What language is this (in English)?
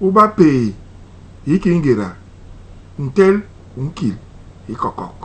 Basaa